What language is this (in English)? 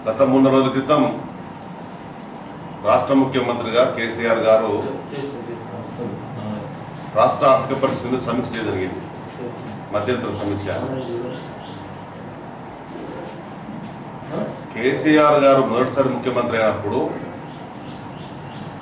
Telugu